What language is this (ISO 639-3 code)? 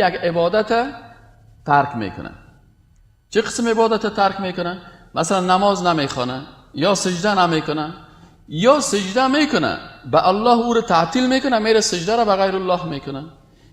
fas